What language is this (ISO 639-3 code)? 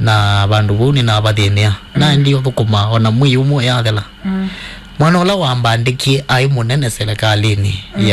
kam